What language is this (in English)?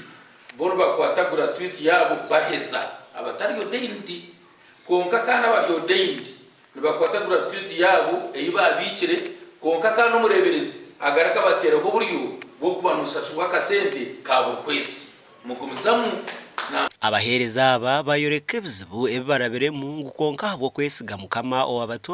Nyankole